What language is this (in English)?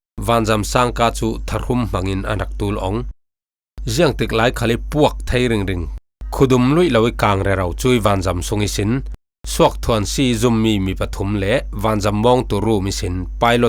Falam Chin